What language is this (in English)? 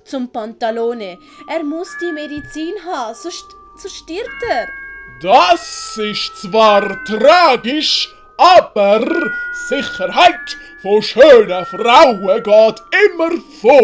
Swiss German